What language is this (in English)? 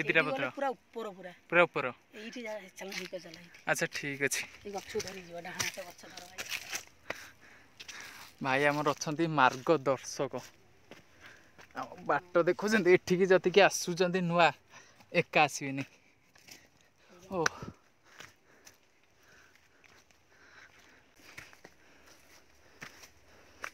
Odia